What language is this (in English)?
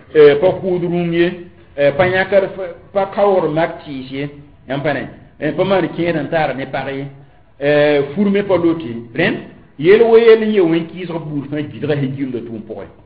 Mossi